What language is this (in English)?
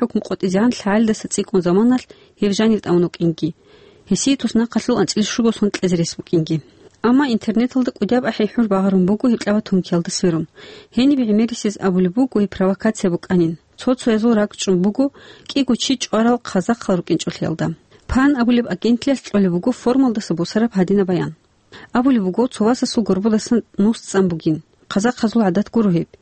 Avaric